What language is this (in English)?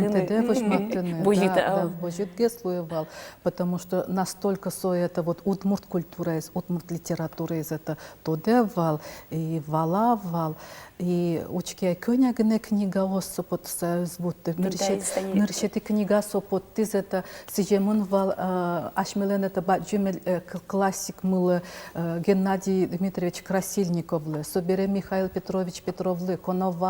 Udmurt